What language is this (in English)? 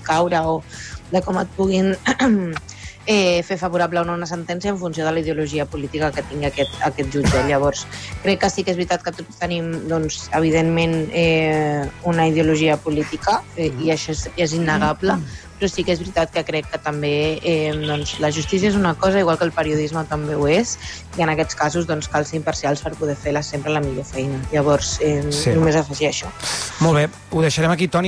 Catalan